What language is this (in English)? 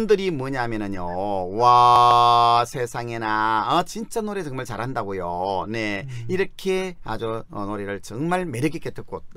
Korean